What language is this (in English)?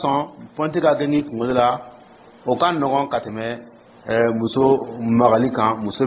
Dyula